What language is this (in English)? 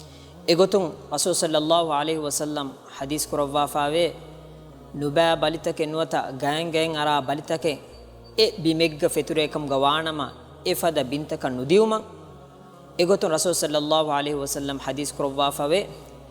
Divehi